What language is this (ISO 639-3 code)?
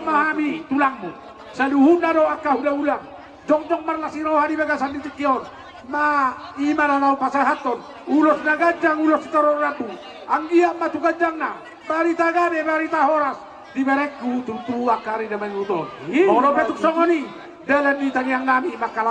bbc